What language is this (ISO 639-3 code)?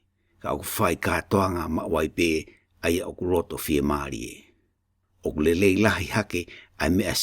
ton